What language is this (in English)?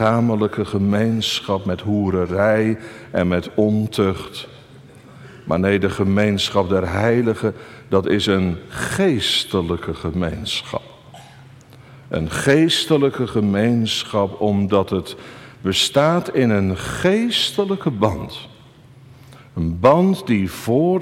Dutch